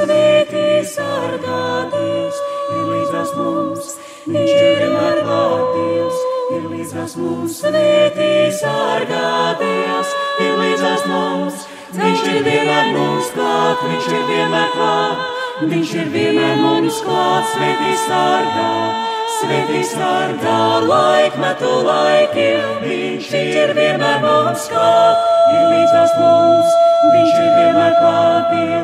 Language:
Latvian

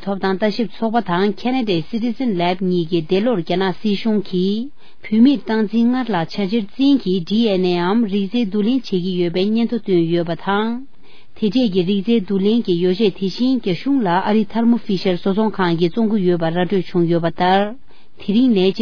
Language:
Tibetan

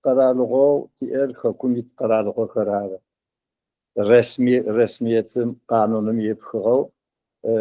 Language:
Adyghe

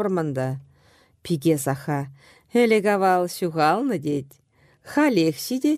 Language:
Chuvash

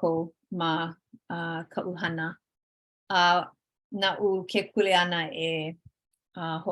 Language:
Hawaiian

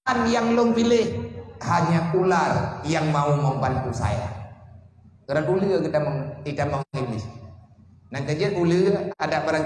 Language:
Achinese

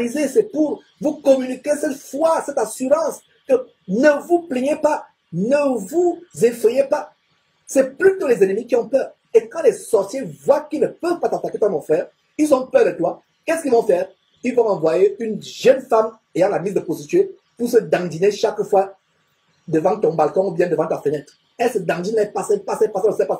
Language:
French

